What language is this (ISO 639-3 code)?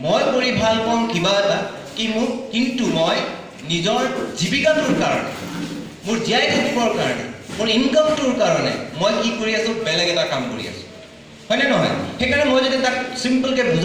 asm